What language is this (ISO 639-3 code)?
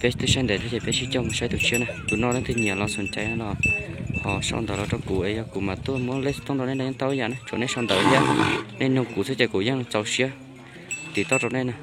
hmn